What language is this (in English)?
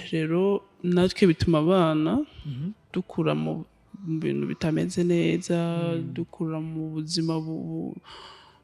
Rundi